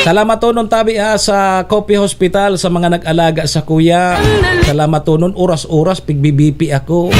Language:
Bikol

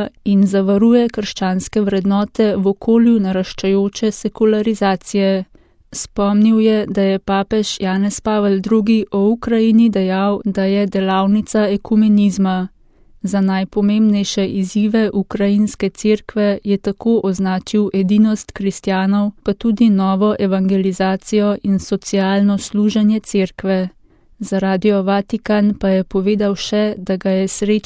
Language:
Slovenian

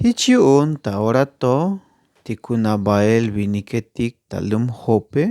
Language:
Tzeltal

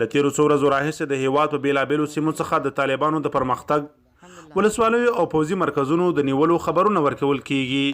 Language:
Pashto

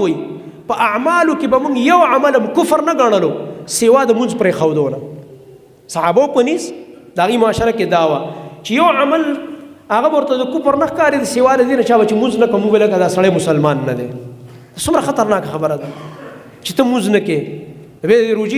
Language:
Pashto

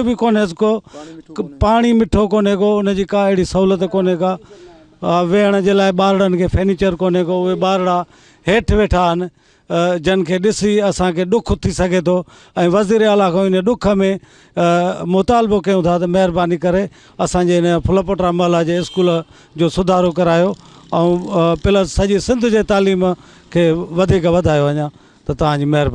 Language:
Sindhi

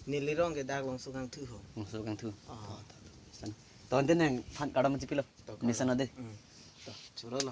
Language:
Karbi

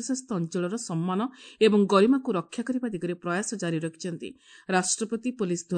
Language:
Odia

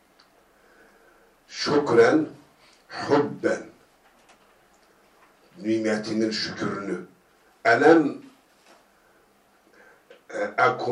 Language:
Turkish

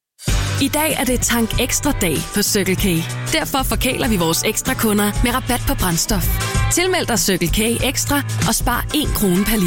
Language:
Danish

